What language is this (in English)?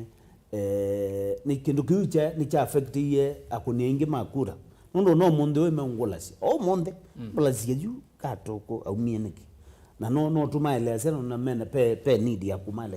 Kamba